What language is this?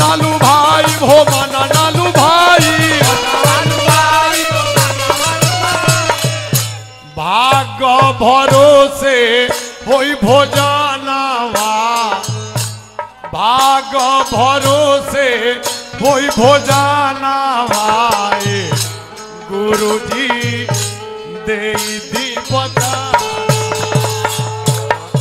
Bhojpuri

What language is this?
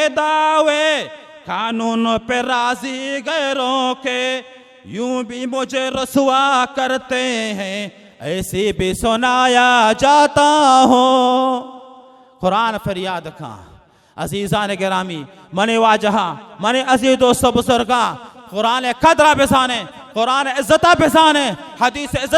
Baluchi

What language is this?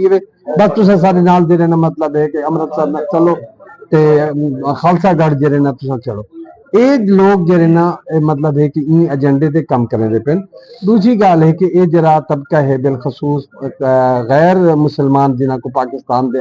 Saraiki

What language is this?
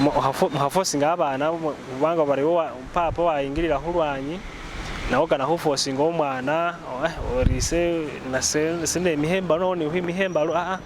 Masaaba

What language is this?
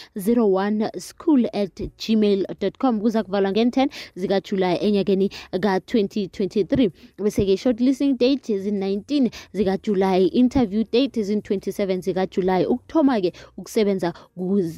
South Ndebele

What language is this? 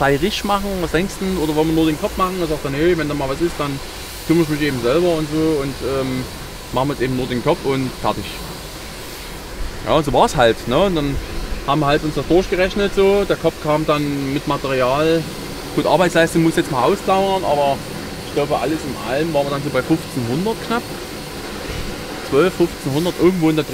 German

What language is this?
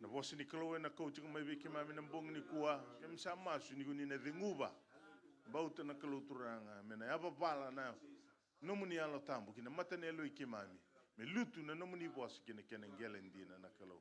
Fijian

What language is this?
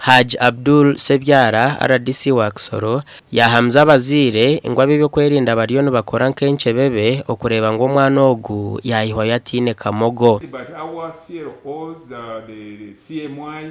Nyankole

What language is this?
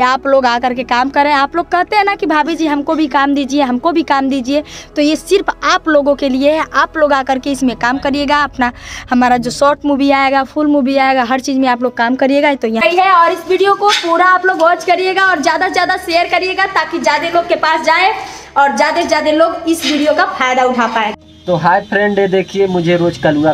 Hindi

